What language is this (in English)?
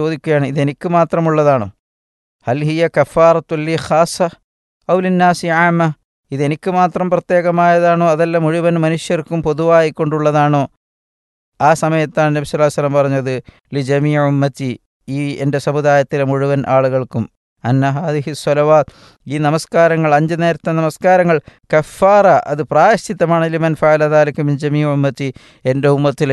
Malayalam